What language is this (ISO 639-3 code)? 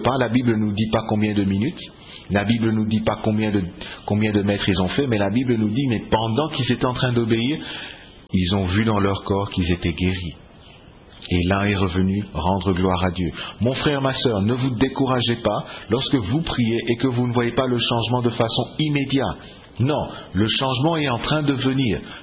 fra